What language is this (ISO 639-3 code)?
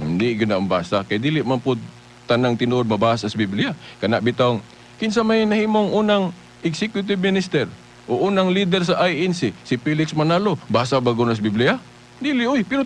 ceb